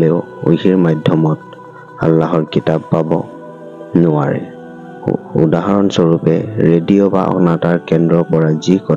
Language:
Assamese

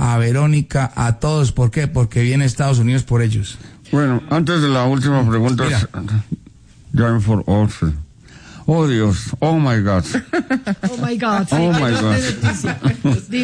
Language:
Spanish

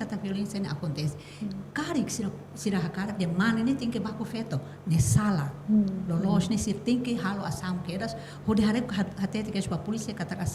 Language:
Tetum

